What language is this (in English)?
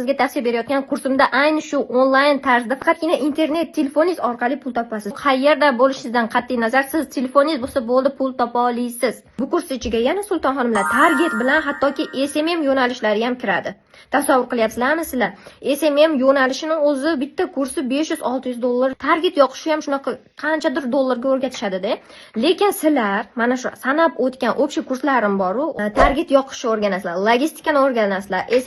Uzbek